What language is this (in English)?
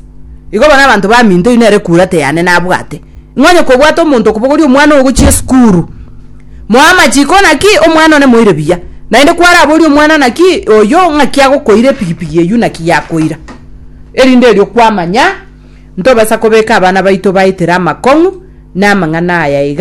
Gusii